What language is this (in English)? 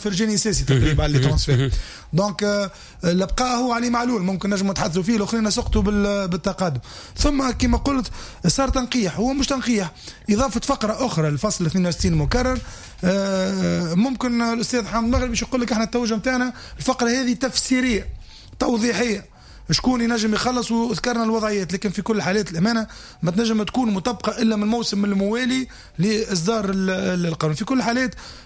Tunisian Arabic